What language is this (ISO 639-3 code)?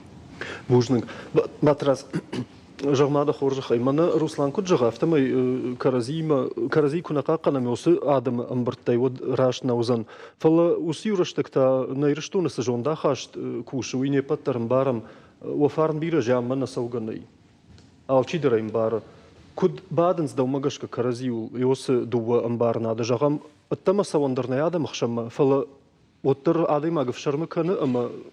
oss